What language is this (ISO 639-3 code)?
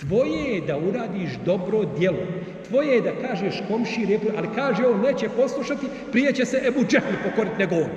bos